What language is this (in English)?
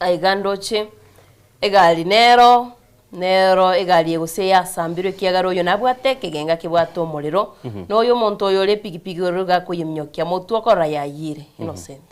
Gusii